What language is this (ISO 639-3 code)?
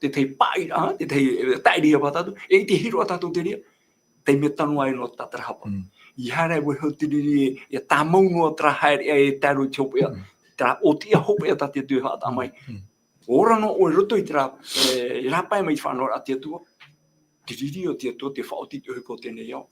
tah